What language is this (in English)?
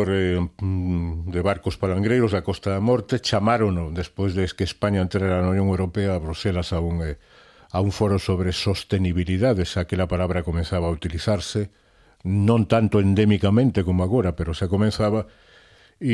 Galician